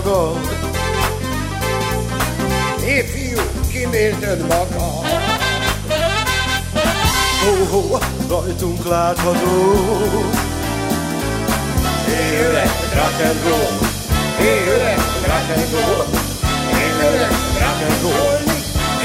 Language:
Hungarian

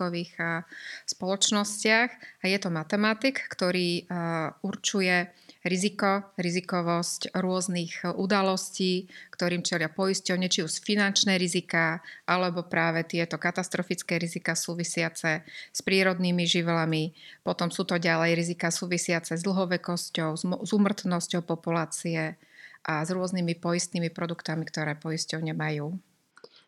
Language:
Slovak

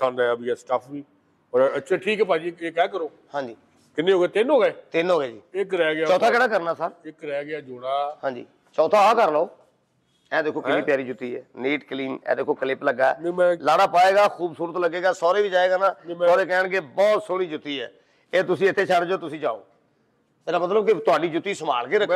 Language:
Punjabi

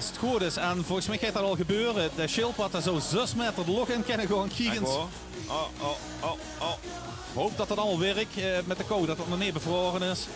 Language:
Limburgish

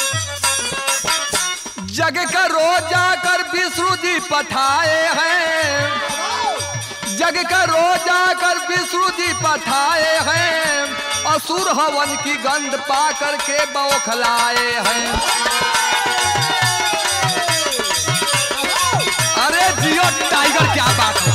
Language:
Bhojpuri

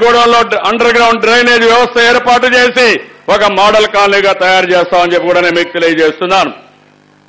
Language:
Telugu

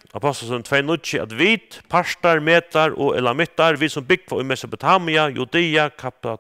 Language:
Faroese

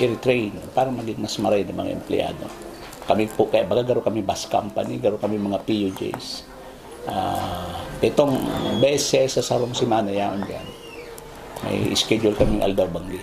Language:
Bikol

